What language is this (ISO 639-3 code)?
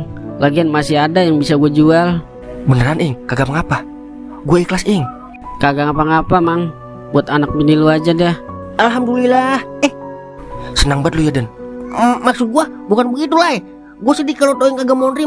bew